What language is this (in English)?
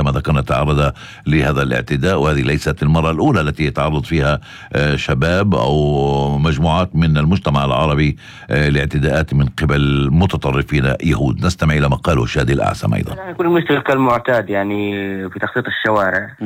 North Levantine Arabic